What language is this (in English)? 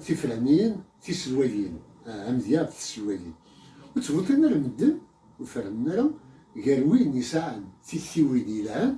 Kabyle